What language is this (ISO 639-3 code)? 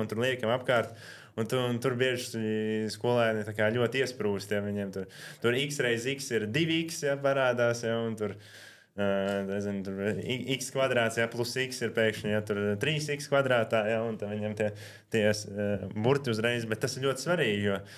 lav